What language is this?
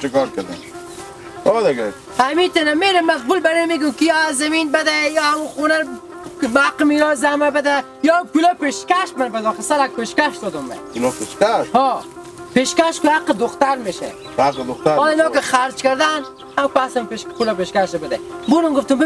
Hazaragi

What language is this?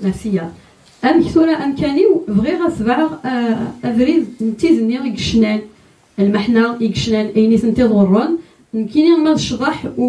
Kabyle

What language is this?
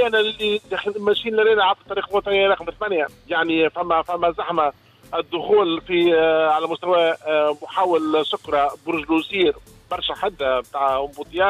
Tunisian Arabic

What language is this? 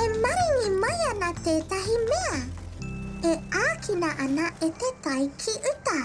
Māori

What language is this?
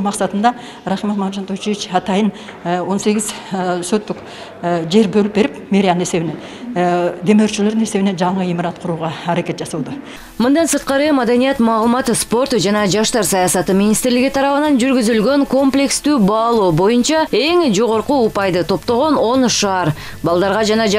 Kyrgyz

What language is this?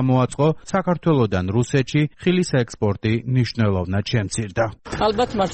Georgian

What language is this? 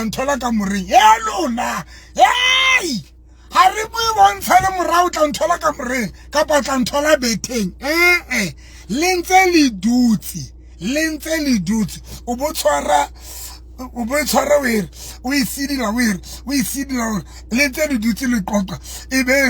Southern Sotho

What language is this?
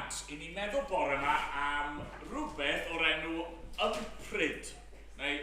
Welsh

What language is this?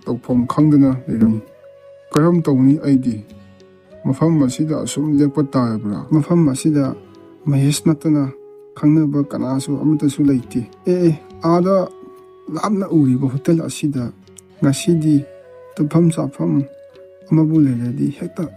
Manipuri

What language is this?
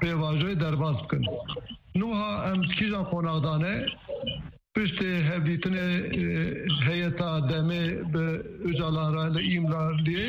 Kurdish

